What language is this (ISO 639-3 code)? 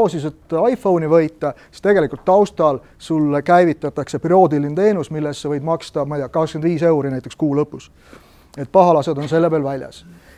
est